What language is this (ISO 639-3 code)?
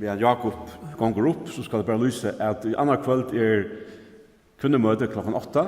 fao